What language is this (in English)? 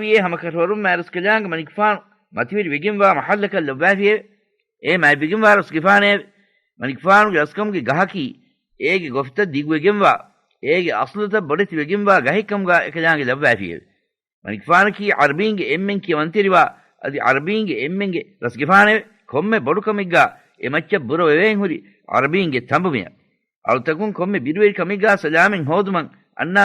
Divehi